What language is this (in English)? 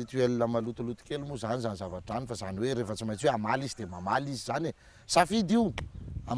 Malagasy